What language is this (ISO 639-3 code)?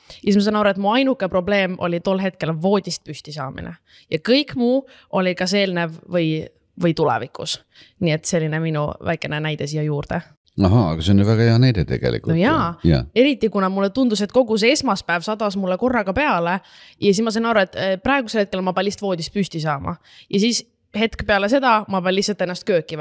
est